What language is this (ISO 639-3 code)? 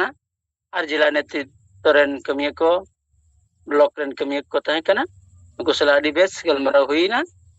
sat